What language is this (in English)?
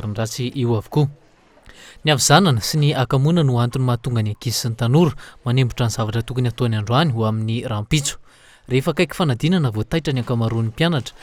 Malagasy